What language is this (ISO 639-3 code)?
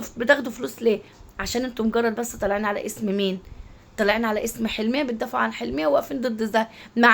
arz